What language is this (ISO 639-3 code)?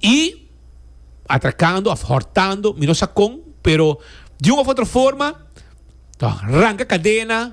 pap